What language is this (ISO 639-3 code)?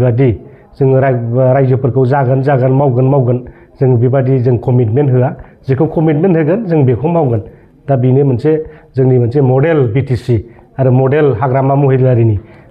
brx